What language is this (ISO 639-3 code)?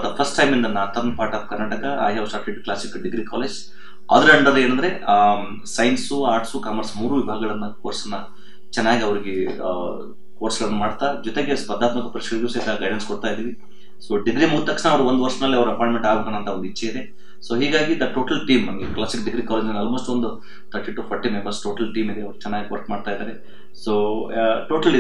kan